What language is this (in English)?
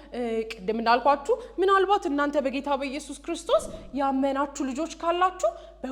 Amharic